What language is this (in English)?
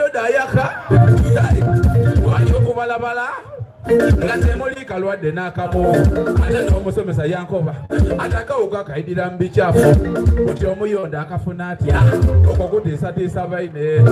Soga